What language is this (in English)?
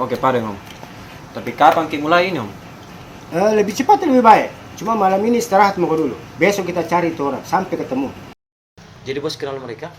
Makassar Malay